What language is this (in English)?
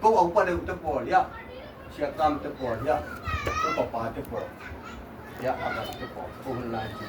Tedim Chin